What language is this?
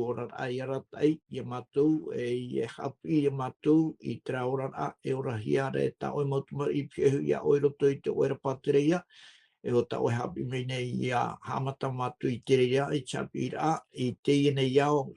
Tahitian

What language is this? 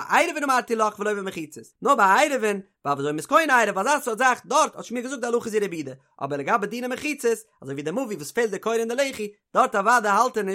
Yiddish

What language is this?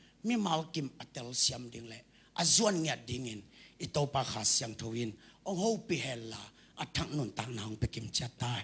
Tedim Chin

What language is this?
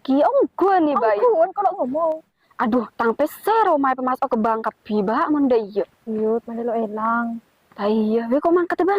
Madurese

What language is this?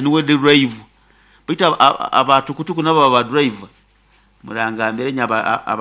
Nyoro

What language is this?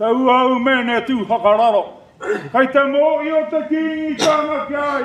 Māori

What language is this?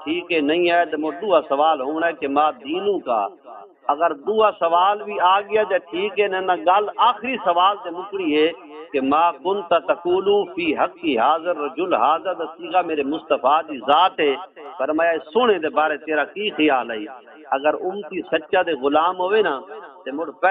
Saraiki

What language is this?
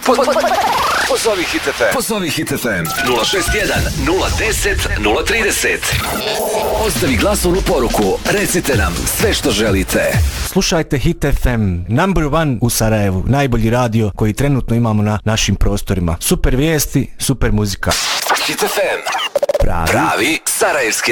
Bosnian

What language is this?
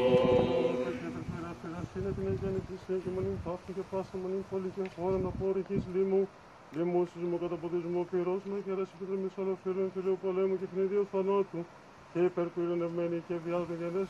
Greek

